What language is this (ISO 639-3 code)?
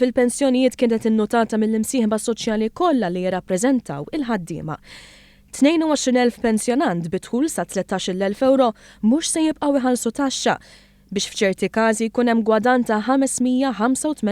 mlt